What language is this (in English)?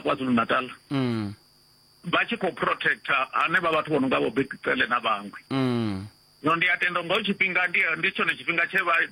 Venda